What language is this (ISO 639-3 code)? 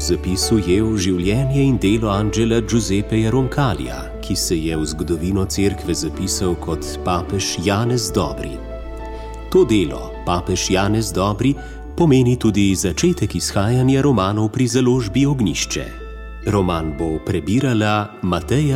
slv